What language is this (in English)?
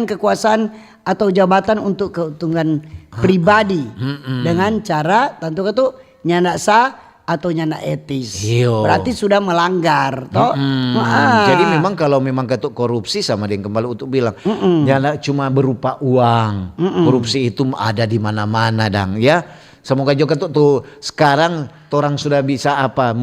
Manado Malay